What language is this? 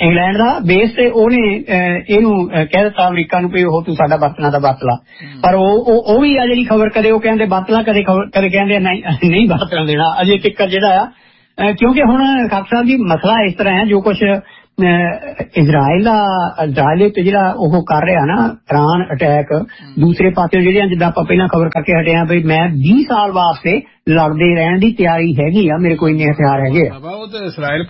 Punjabi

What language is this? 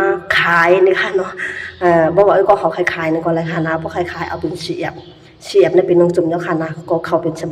Shan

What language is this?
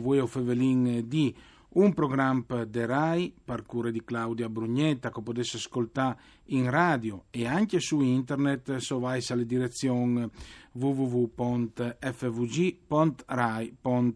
Friulian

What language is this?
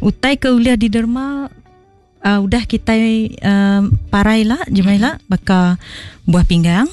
Iban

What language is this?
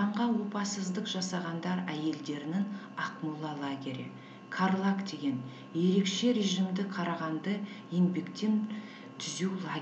Kazakh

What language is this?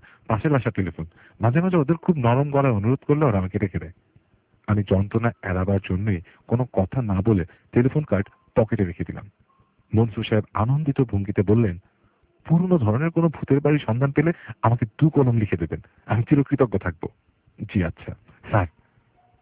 Bangla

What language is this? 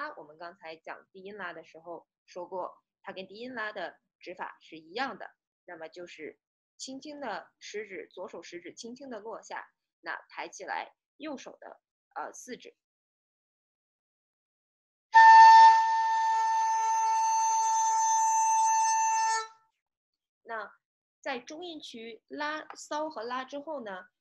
Chinese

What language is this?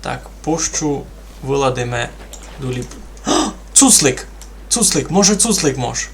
Rusyn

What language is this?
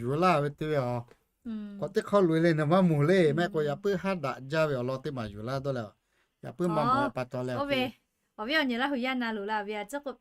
Lahu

